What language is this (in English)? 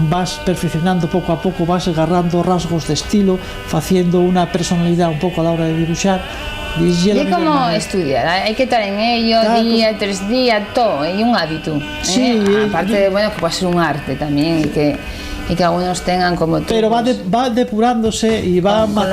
Asturian